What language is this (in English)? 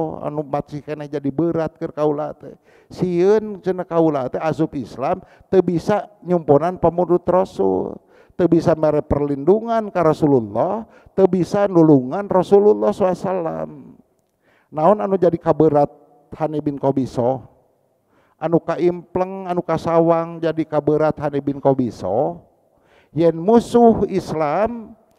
Sundanese